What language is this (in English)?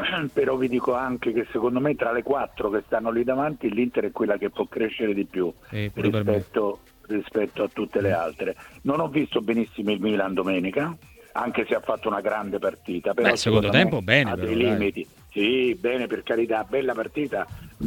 Italian